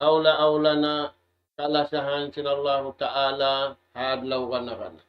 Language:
Tausug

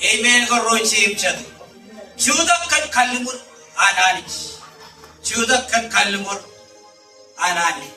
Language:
Marshallese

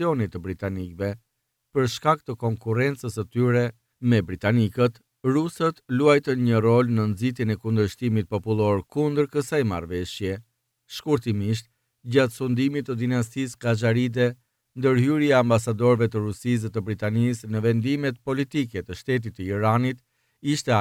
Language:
Albanian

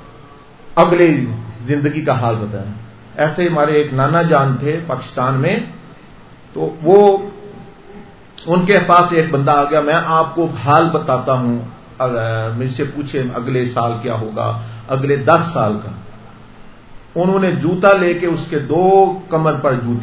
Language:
Urdu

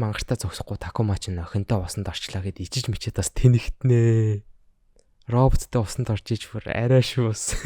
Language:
Mongolian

